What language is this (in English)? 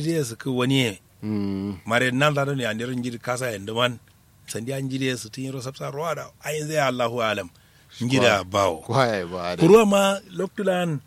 Kanuri